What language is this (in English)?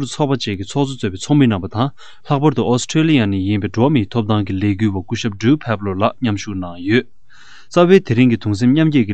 Tibetan